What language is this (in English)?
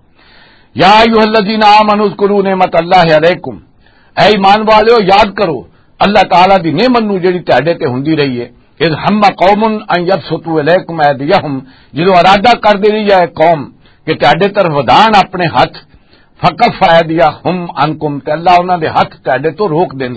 Western Panjabi